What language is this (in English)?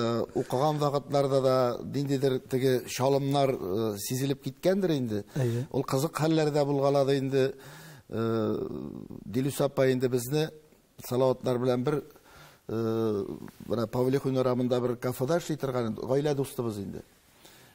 Tatar